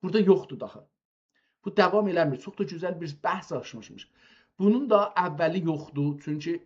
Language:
South Azerbaijani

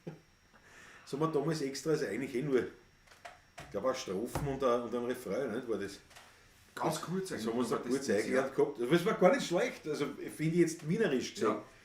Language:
Bavarian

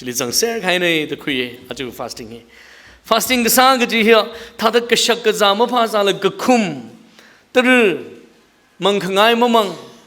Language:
Tangkhul Naga (India)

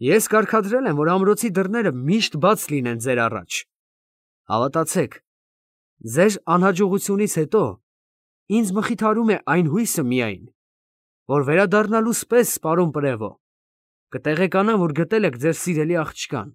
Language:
Armenian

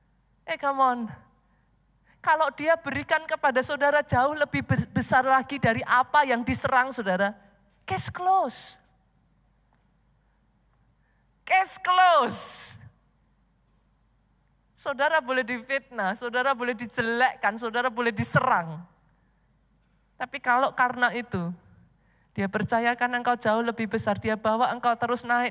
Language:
Indonesian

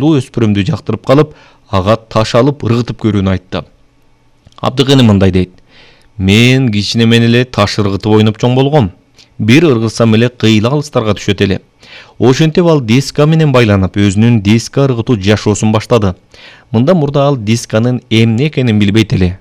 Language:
Kyrgyz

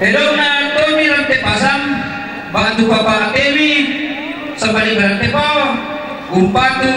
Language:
Toraja-Sa'dan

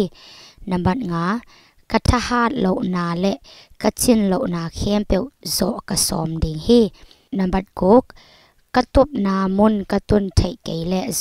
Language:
Tedim Chin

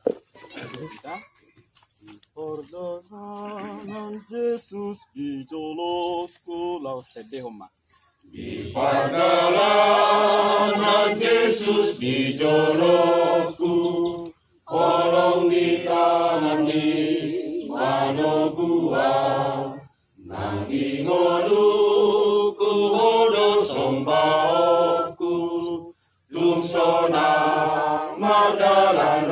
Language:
Batak Toba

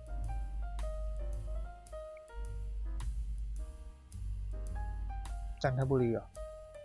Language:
Thai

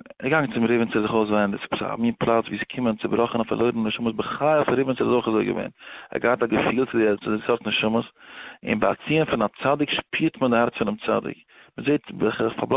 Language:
Yiddish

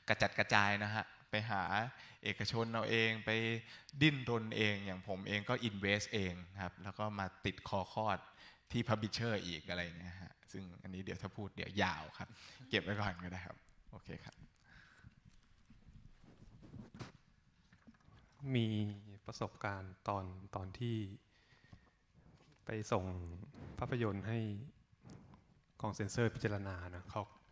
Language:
Thai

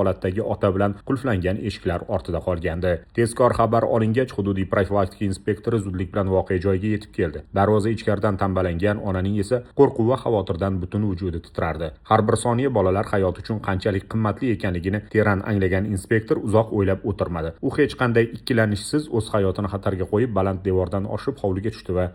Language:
Uzbek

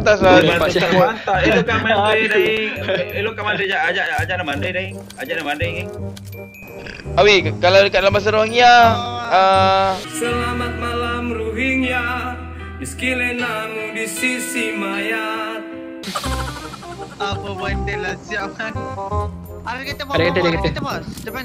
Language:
Malay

